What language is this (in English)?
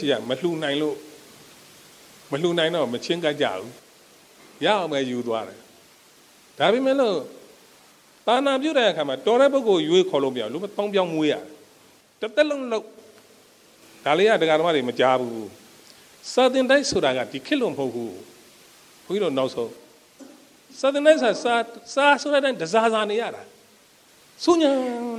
Burmese